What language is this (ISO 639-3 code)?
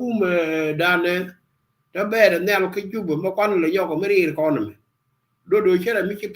nus